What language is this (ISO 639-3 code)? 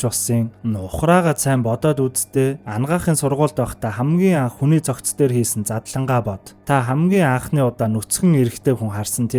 mon